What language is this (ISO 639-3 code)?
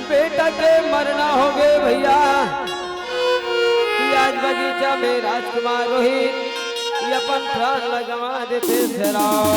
hne